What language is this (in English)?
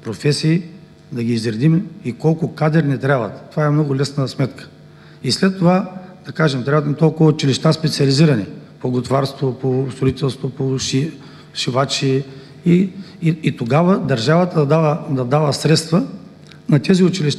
Bulgarian